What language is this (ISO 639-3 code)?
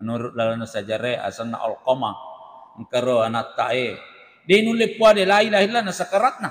bug